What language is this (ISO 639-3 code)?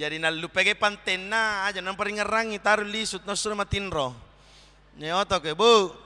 bug